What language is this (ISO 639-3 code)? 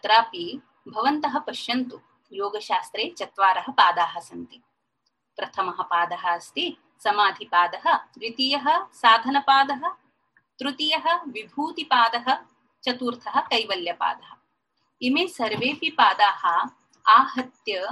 san